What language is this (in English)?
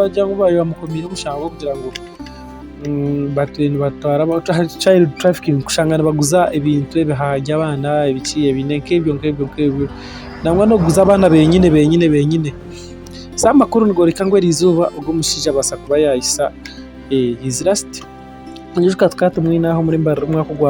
Nyankole